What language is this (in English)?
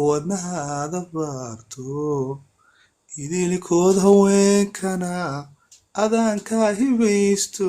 Somali